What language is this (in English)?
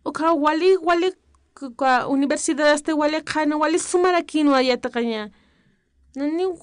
Aymara